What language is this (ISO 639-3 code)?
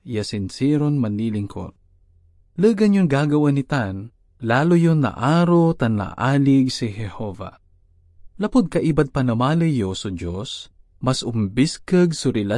pag